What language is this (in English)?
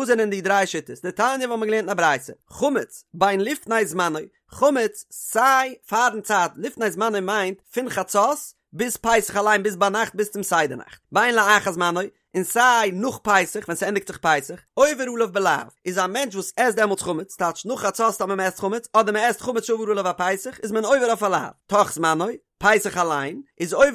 Yiddish